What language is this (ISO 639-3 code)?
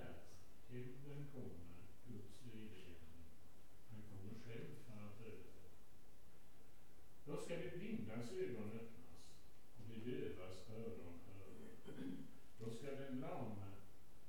swe